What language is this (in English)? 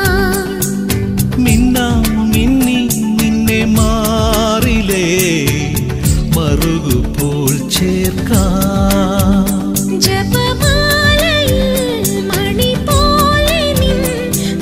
Malayalam